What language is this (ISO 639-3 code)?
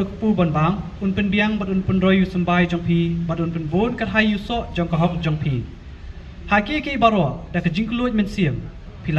kha